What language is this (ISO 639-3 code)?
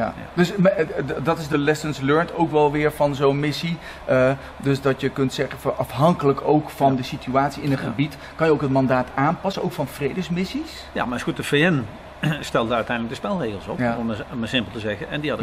nld